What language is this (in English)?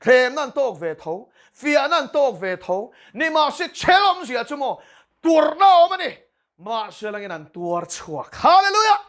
Mizo